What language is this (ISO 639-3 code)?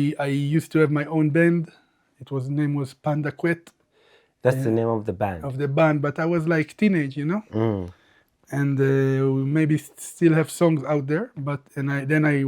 eng